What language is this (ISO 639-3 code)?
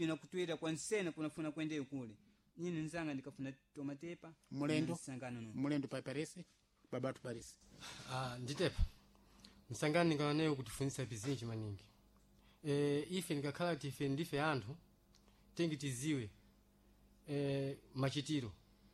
seh